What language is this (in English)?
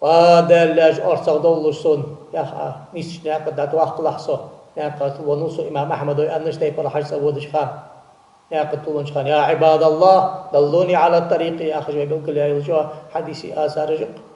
Ingush